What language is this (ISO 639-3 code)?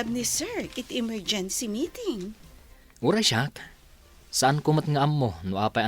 ilo